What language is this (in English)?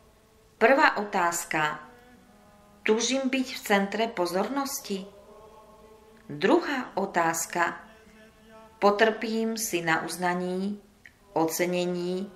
Slovak